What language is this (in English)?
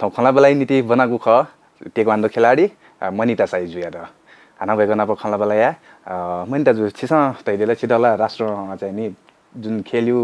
Newari